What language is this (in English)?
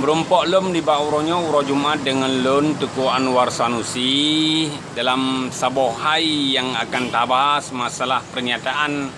Achinese